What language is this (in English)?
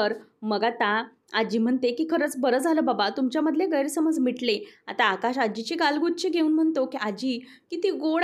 Marathi